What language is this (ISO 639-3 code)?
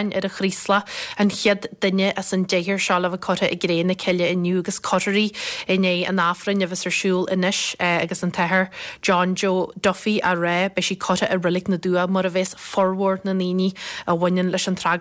gle